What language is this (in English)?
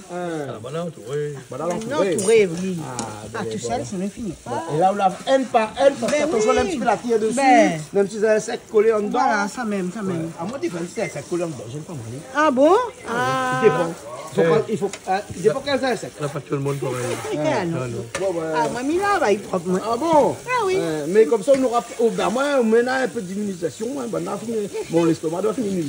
Réunion Creole French